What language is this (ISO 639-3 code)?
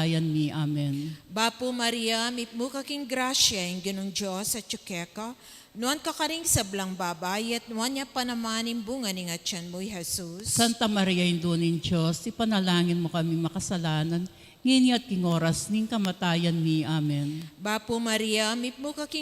pam